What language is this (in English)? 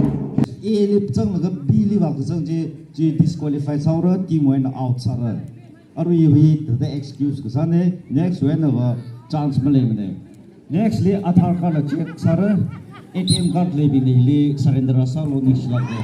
Tangkhul Naga (India)